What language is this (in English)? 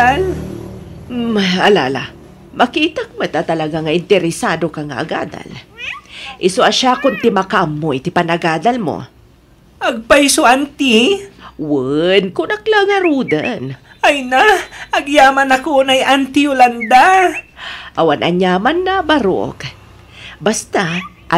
Iloko